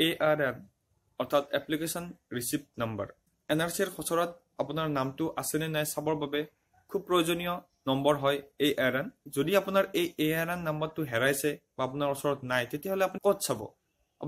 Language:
Assamese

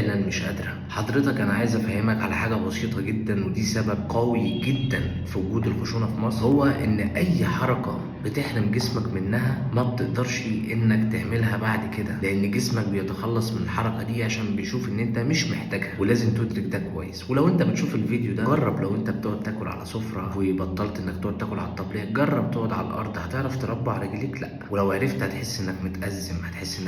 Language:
Egyptian Arabic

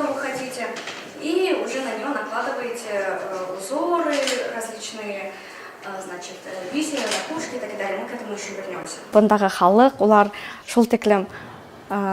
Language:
Bashkir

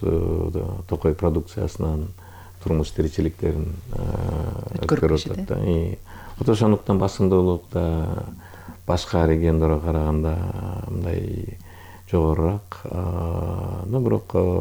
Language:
Kyrgyz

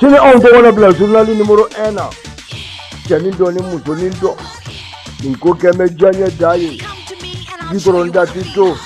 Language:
Bambara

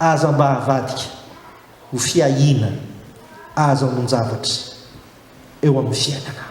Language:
Malagasy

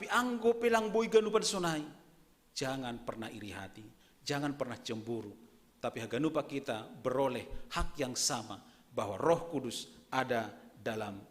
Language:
Batak Simalungun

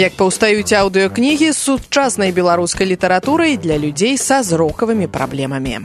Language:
Belarusian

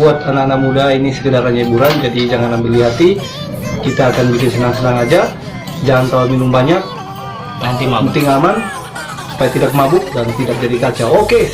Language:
Manado Malay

